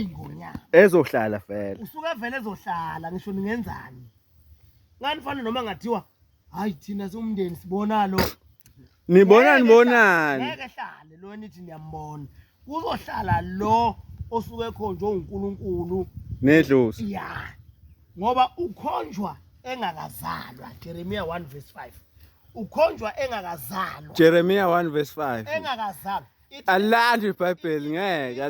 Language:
Zulu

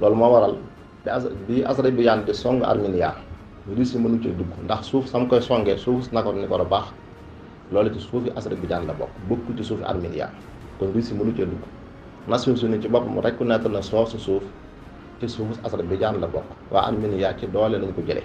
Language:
Wolof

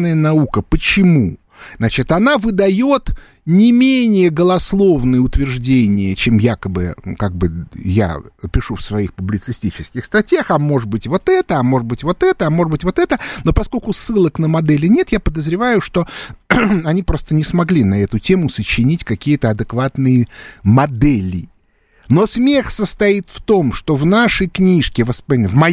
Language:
Russian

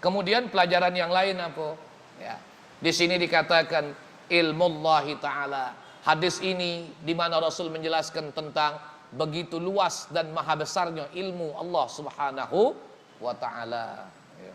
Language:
Musi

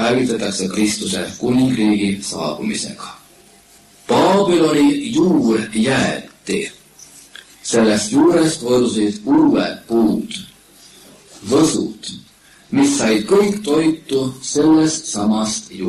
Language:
Estonian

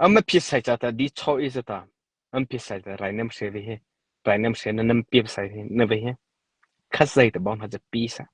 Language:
Mara Chin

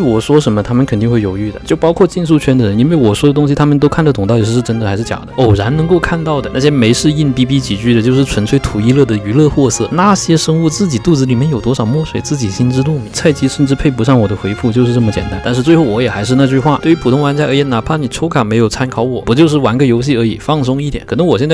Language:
Chinese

